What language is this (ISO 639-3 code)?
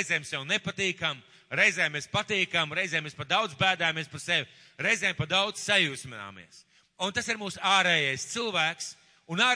lav